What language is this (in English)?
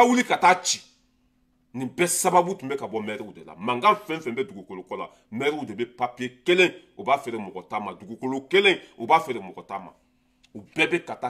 Bambara